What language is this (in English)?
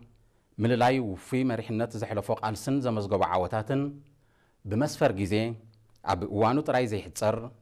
Tigrinya